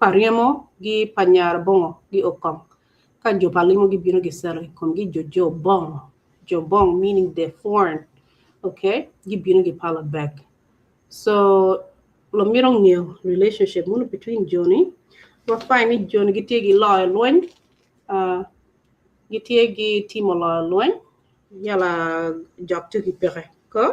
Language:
Acoli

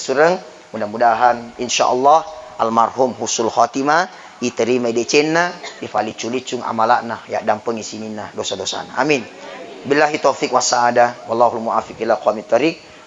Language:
Buginese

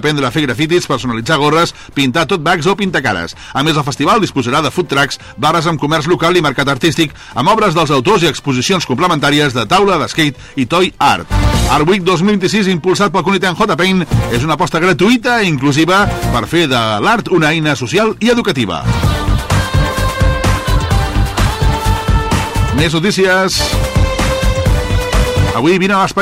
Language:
Catalan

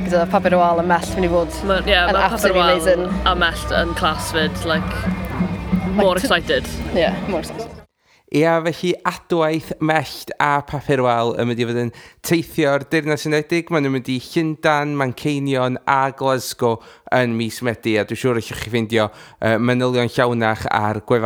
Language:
Welsh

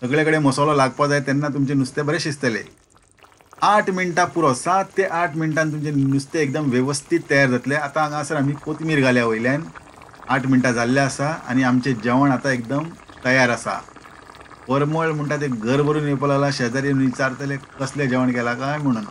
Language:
Konkani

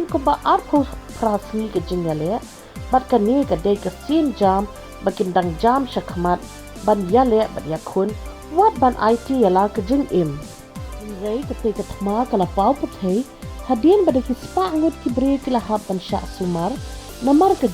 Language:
Khasi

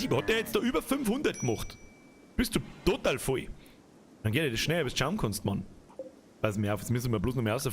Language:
Bavarian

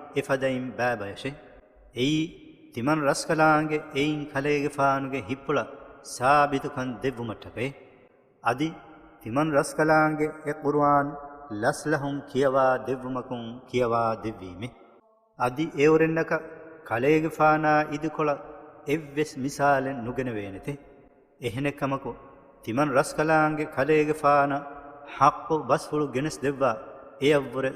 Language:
Divehi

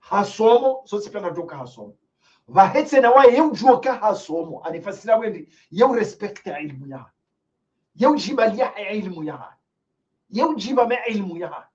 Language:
Ngazidja Comorian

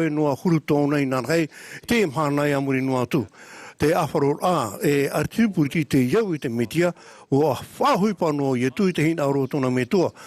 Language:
Tahitian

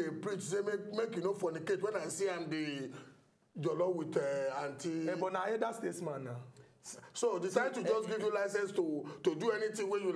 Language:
Nigerian Pidgin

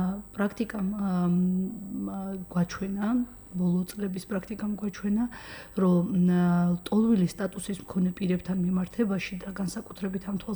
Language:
Georgian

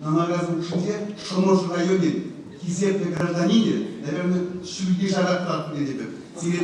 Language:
Chuvash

